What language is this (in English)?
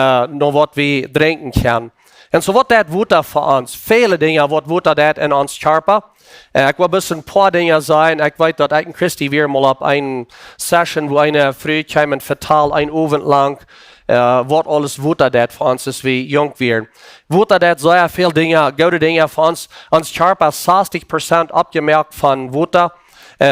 Plautdietsch